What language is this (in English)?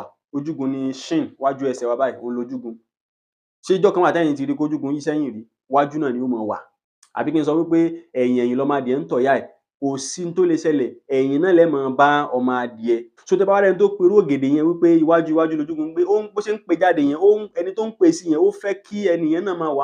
Yoruba